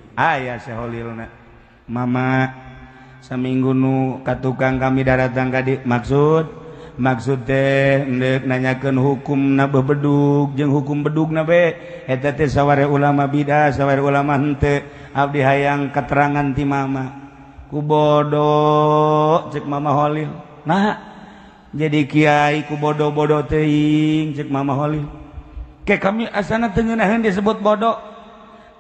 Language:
Sundanese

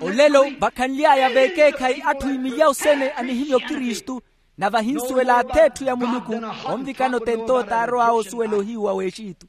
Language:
Makhuwa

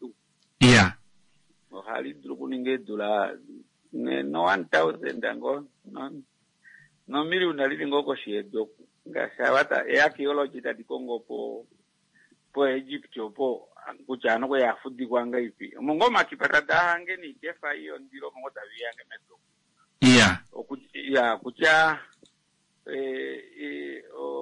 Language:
Kuanyama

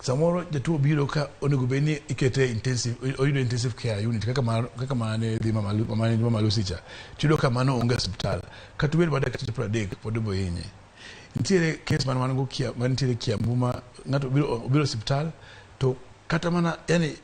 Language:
Luo (Kenya and Tanzania)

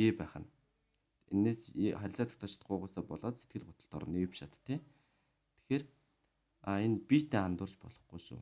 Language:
Mongolian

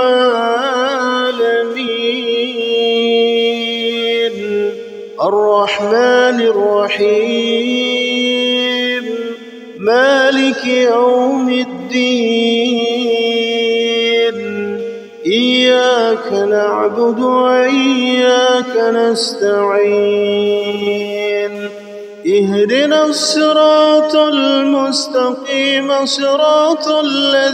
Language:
Arabic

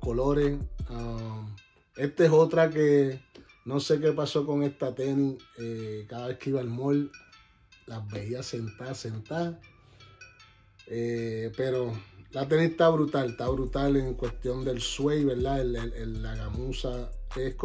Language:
Spanish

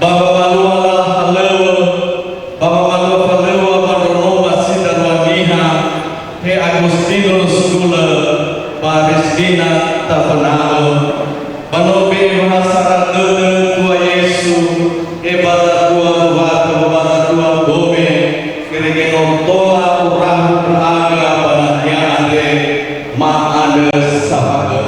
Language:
Nias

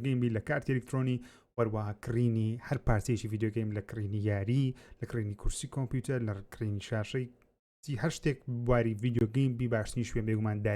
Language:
Central Kurdish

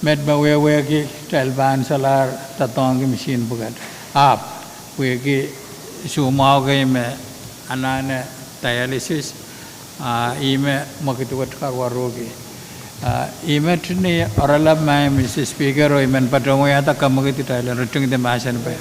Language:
Pohnpeian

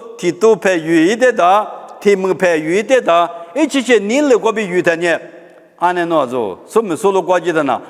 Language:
Lisu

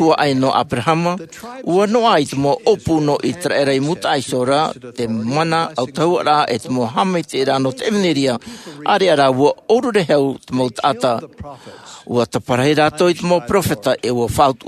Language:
Tahitian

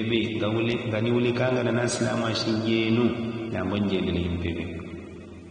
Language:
Yao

